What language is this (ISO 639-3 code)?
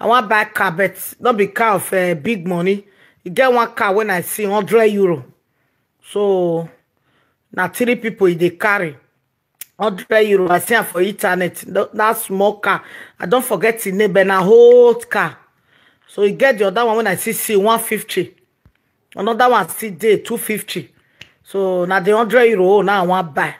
pcm